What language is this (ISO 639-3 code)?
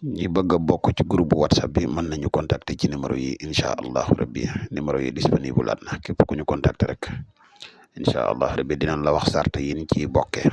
wol